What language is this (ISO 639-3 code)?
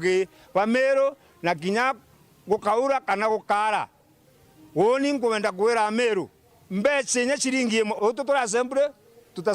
mer